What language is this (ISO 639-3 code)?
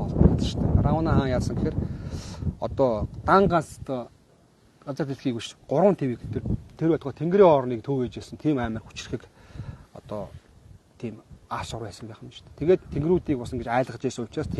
mon